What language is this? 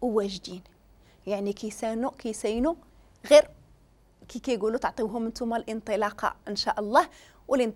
Moroccan Arabic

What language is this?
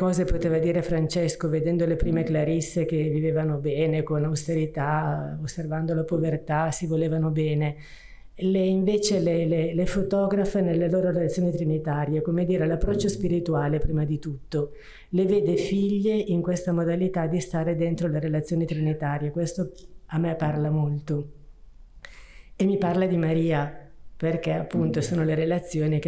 Italian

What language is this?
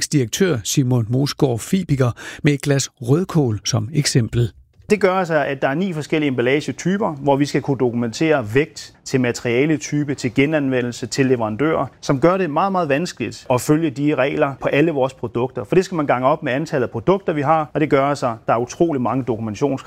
Danish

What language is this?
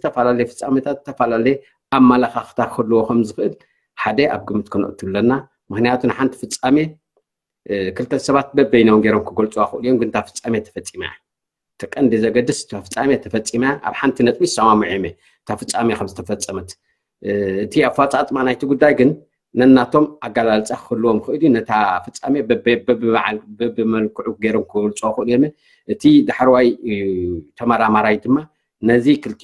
Tigrinya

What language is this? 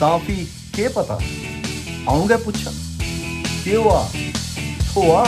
Dogri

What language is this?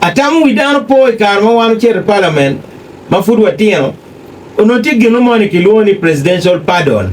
Acoli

